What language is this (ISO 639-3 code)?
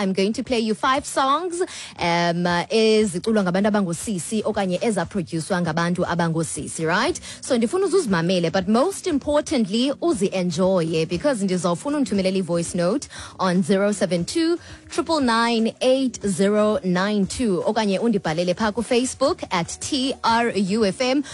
xho